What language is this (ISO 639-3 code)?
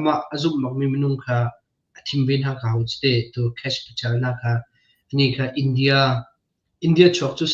cnh